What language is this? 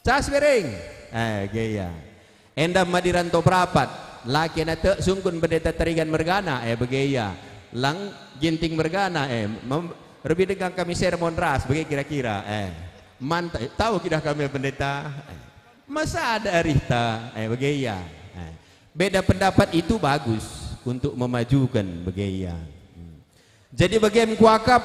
Batak Karo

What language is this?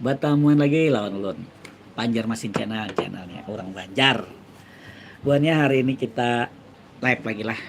Banjar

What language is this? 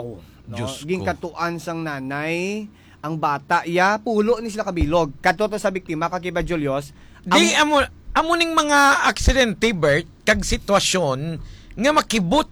Hiligaynon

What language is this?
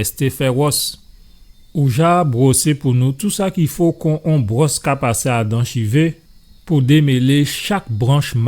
Guadeloupean Creole French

